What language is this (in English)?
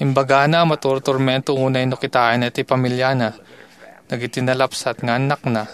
Iloko